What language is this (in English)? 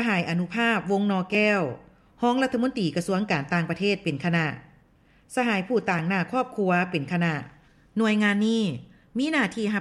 Lao